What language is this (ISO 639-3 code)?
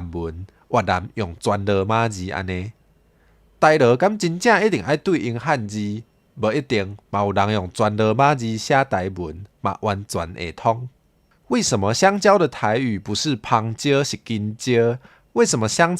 nan